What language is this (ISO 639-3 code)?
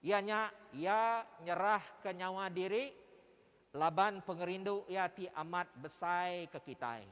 iba